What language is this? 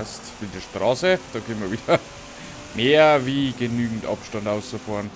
Bavarian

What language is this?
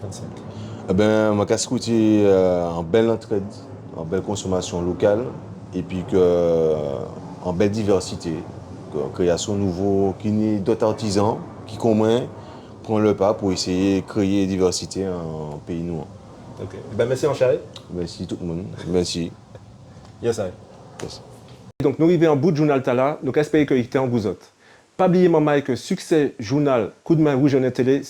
Guadeloupean Creole French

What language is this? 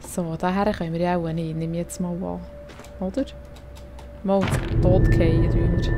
Swiss German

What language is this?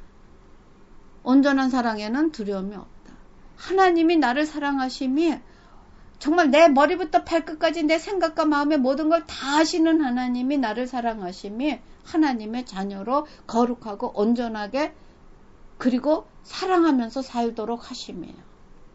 Korean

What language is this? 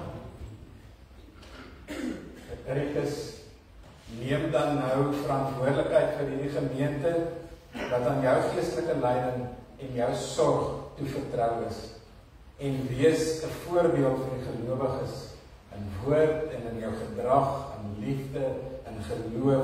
Afrikaans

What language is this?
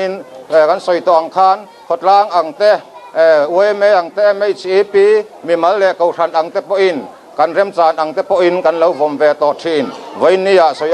Mizo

